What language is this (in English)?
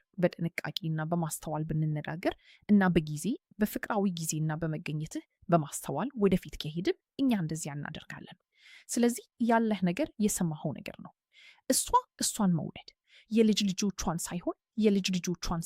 Amharic